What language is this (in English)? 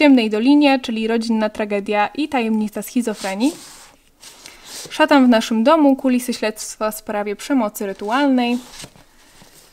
Polish